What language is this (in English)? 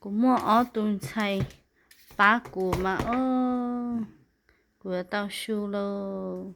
Hmong